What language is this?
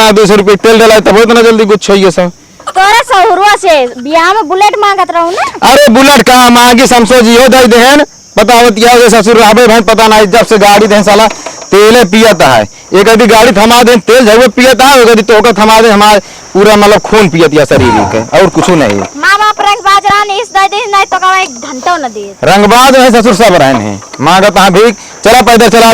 Awadhi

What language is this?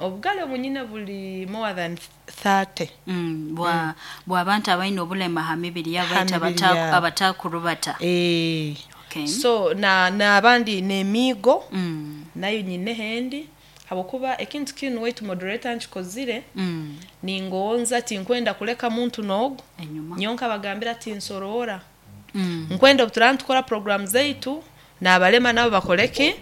Nyoro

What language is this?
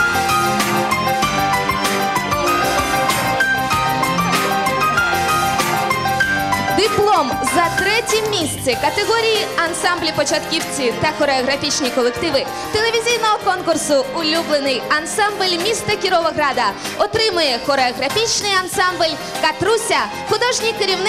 Ukrainian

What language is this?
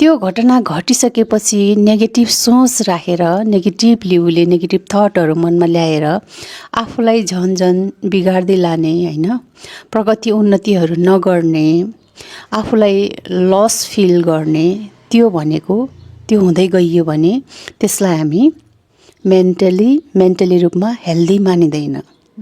Nepali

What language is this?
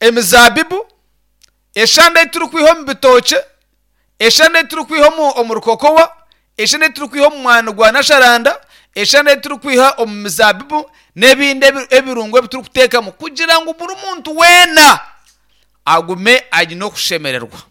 Nyankole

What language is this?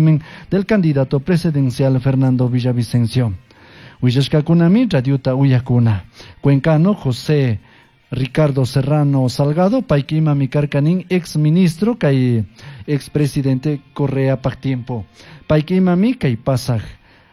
Chimborazo Highland Quichua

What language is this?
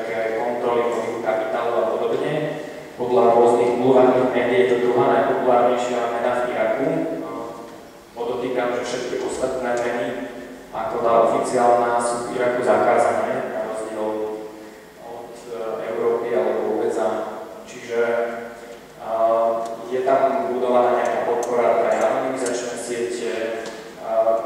Slovak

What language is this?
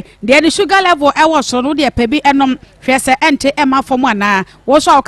Akan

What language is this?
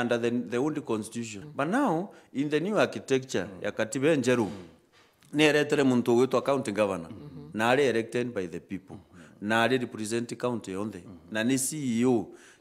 Meru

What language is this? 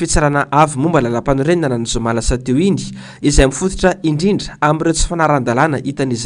Malagasy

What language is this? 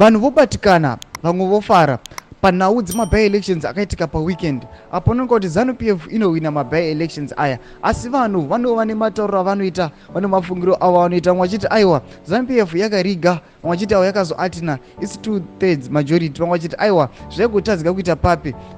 Shona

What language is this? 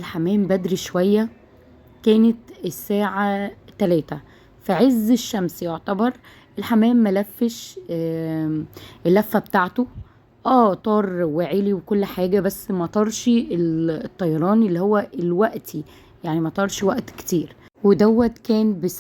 Egyptian Arabic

